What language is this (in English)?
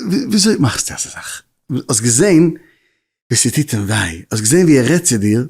Yiddish